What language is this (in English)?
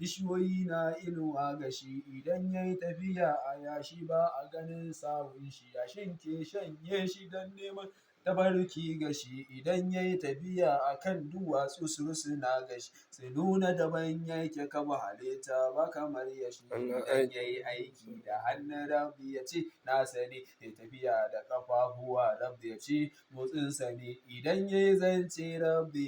Hausa